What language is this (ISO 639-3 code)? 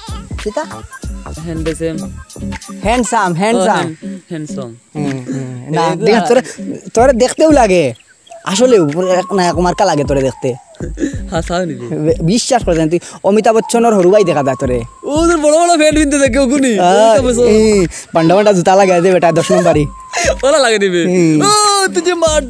syl